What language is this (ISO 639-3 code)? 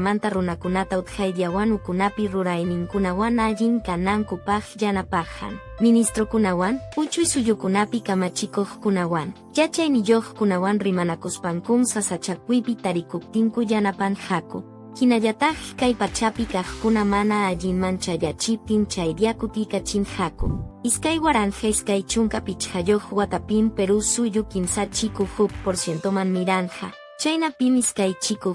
que